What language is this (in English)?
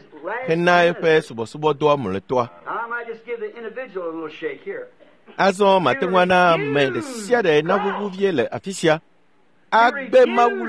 Ewe